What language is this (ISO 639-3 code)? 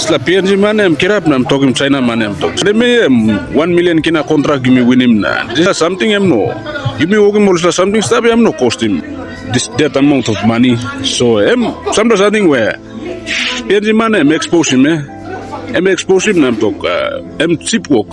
tpi